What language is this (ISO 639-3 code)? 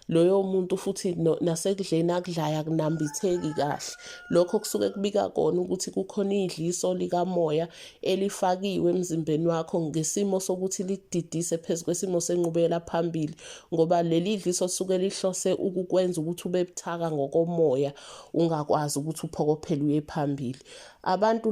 zul